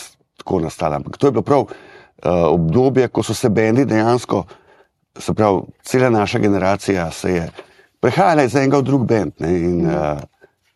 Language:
Slovenian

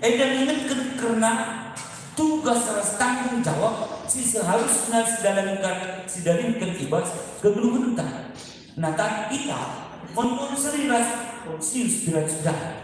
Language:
Batak Karo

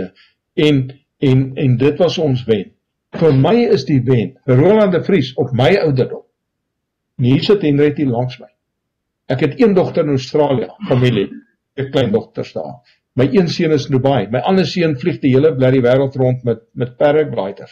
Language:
Afrikaans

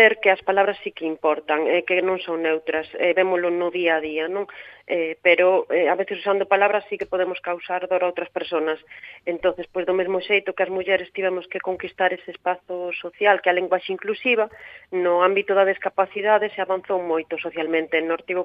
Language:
Galician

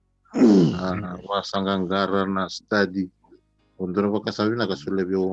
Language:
Fijian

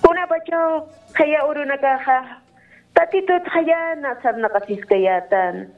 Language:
Aymara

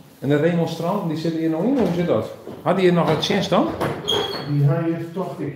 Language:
Western Frisian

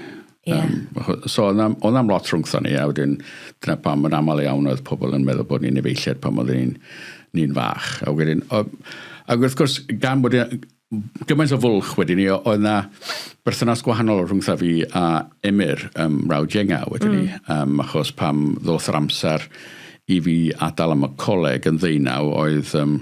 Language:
Welsh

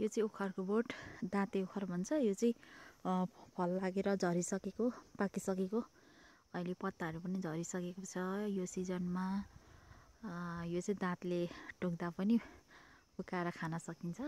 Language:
Nepali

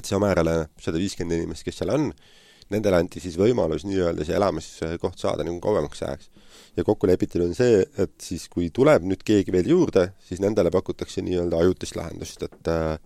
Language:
Estonian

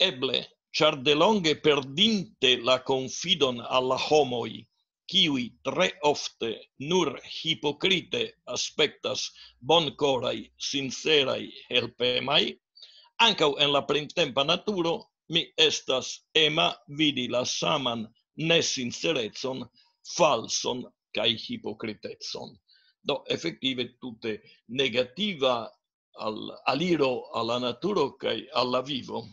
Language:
Esperanto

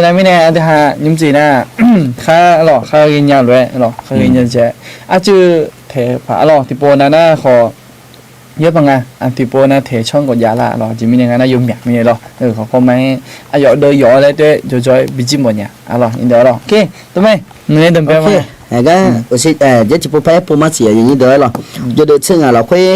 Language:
Akha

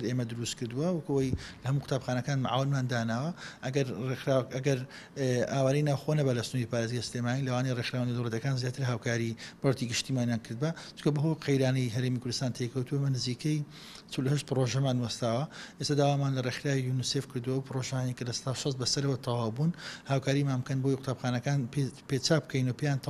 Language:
Central Kurdish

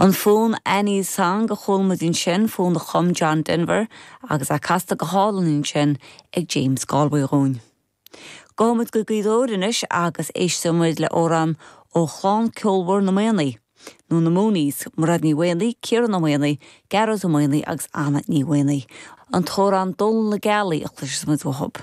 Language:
Irish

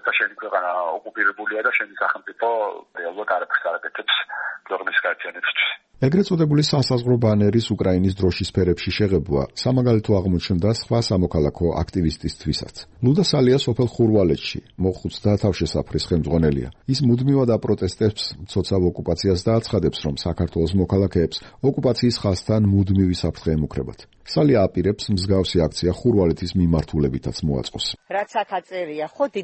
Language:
Georgian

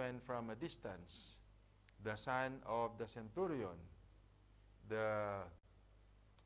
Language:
English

